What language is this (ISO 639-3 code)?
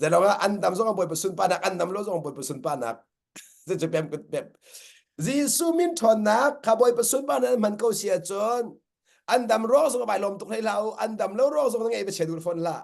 cnh